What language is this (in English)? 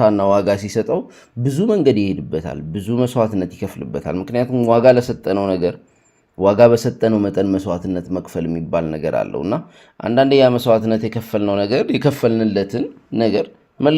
Amharic